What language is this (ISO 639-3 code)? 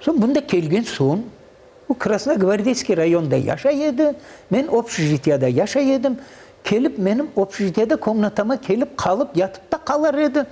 crh